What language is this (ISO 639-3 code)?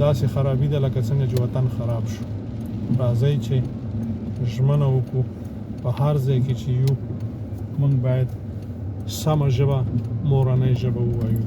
pus